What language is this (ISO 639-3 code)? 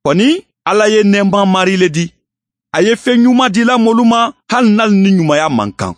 man